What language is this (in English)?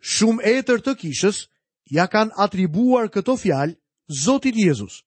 Albanian